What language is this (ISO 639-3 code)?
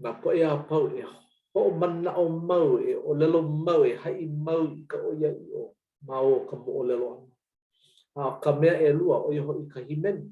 haw